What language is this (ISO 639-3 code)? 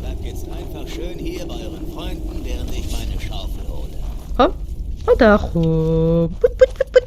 gsw